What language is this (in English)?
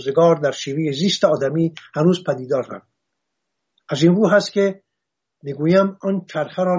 Persian